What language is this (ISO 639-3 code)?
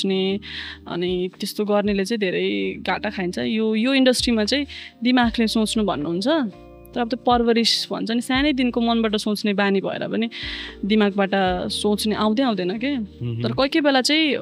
nep